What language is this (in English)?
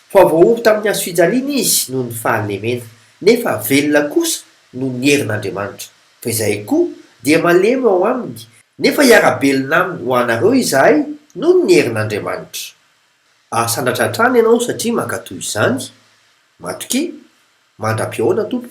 Malagasy